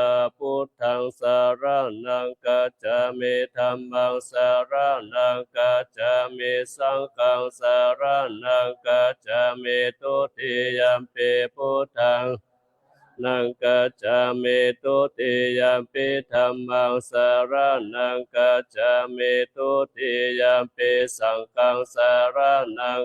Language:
Pali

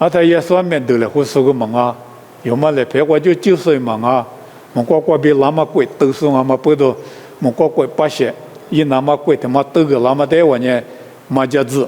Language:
Lisu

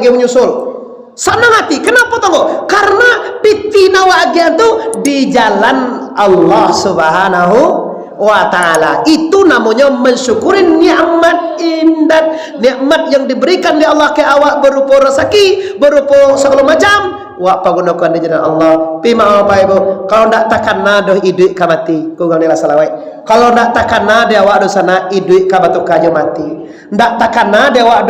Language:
Minangkabau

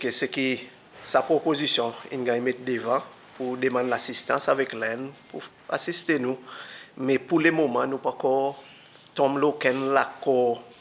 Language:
Seselwa Creole French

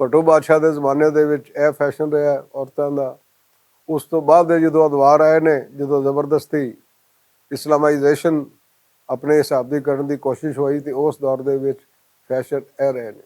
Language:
Western Panjabi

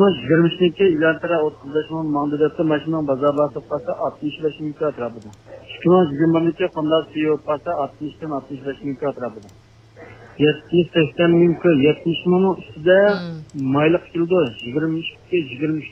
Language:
Uyghur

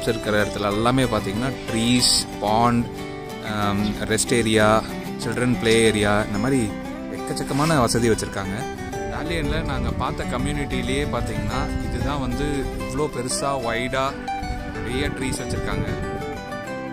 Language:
Tamil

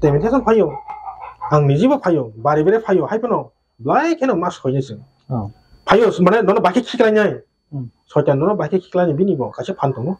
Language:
Kok Borok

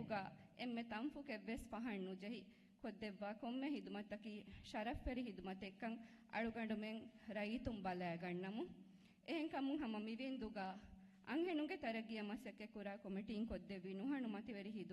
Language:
Divehi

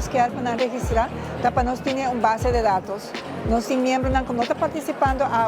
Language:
Papiamento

